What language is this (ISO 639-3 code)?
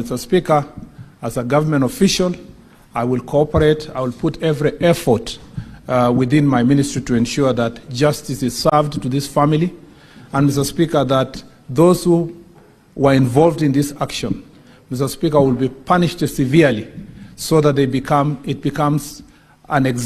guz